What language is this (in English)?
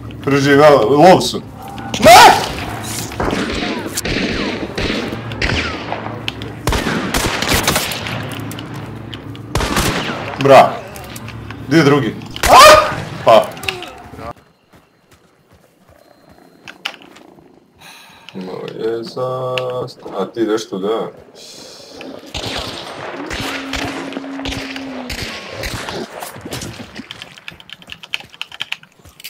Croatian